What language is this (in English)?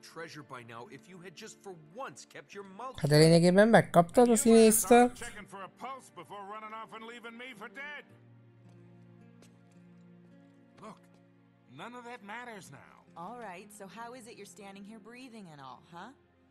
Hungarian